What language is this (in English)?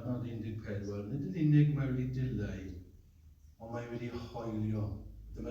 Welsh